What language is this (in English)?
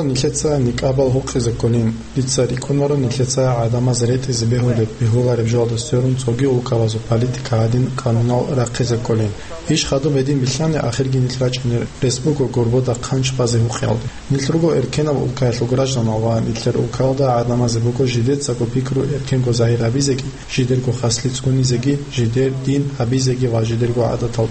Avaric